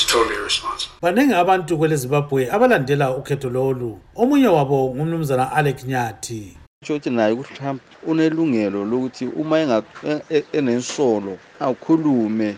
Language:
North Ndebele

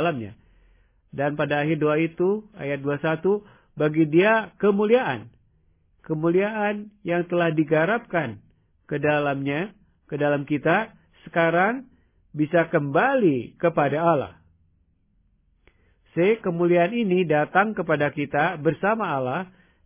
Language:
Indonesian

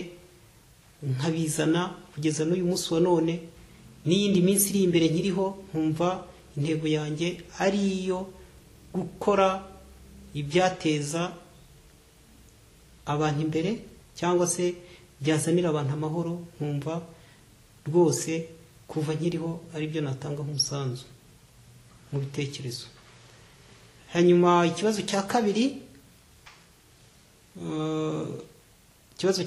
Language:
Kinyarwanda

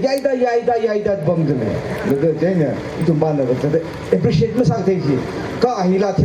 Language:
Tangkhul Naga (India)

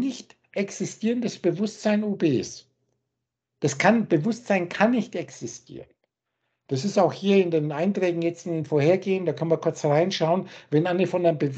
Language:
German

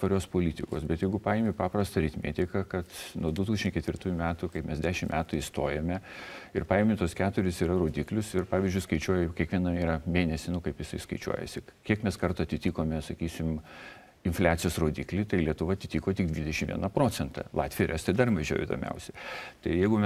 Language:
Lithuanian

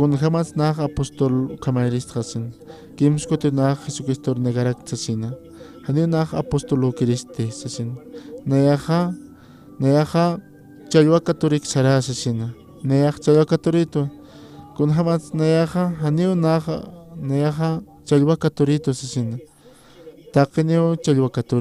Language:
Aymara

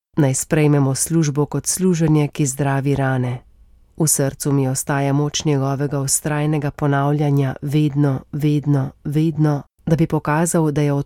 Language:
Slovenian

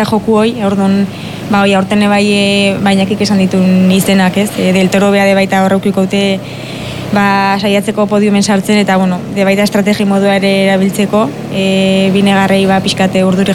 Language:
Basque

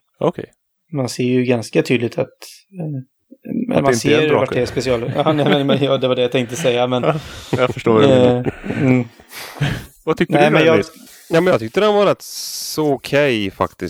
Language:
Swedish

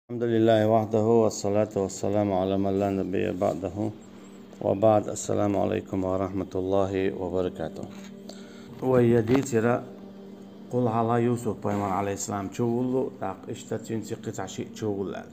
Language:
Chechen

